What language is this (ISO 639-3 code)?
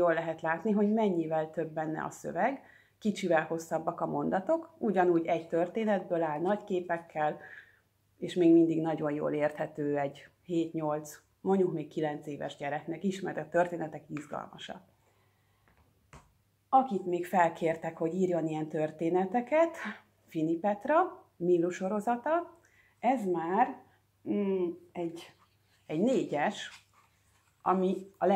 hun